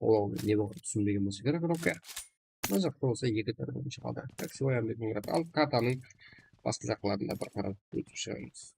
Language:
Kara-Kalpak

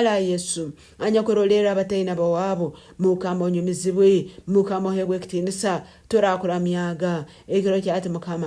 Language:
Nyankole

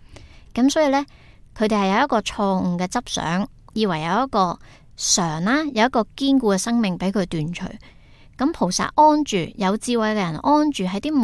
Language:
Cantonese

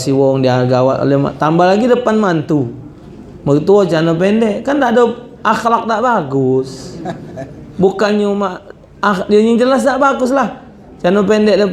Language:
Musi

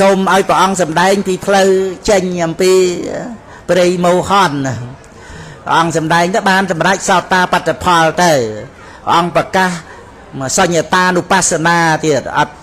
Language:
Khmer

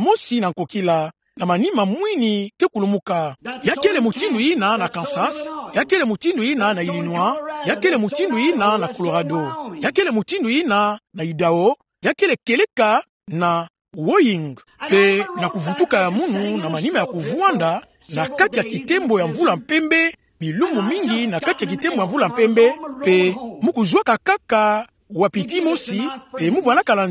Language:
Kituba (Democratic Republic of Congo)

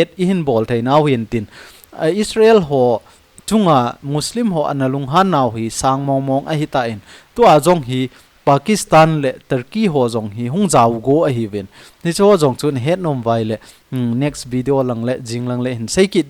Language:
Thado Chin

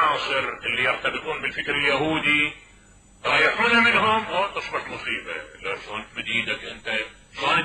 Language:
Mesopotamian Arabic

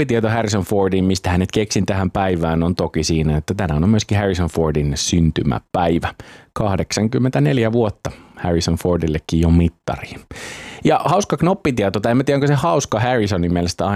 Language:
Finnish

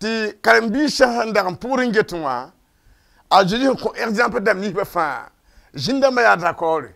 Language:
Mossi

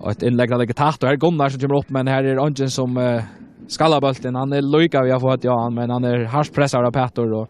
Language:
Faroese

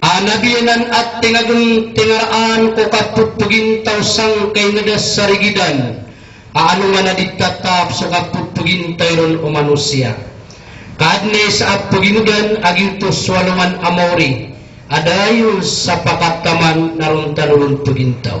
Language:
Maranao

